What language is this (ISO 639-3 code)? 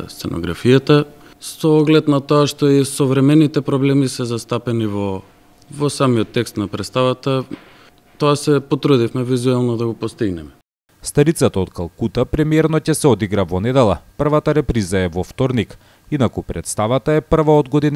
mkd